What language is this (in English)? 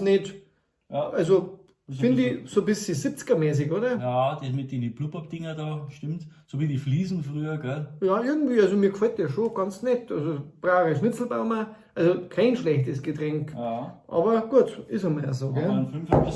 Bavarian